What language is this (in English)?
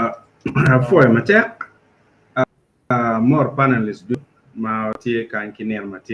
Acoli